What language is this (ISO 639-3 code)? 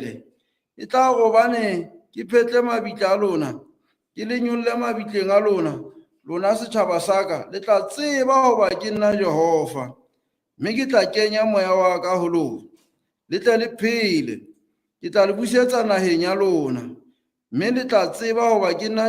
sot